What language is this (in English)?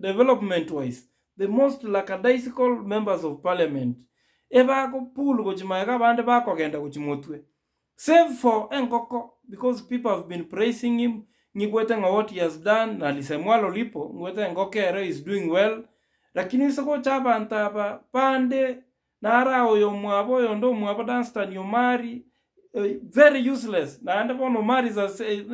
Gusii